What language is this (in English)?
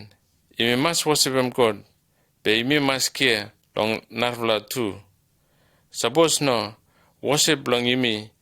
Bislama